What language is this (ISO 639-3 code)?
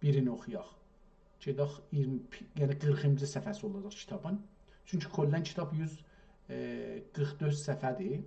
azb